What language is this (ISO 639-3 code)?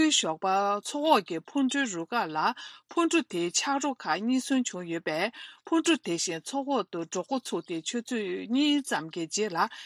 bod